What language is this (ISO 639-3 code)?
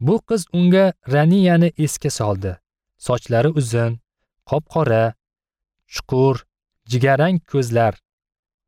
uzb